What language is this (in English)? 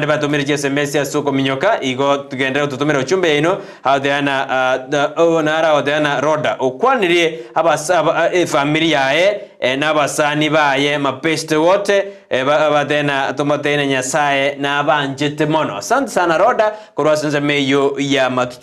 Gusii